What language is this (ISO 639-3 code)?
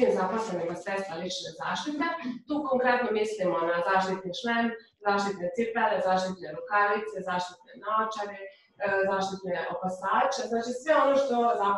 srp